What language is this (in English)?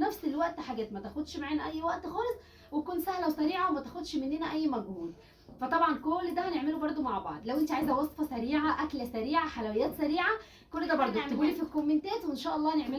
Egyptian Arabic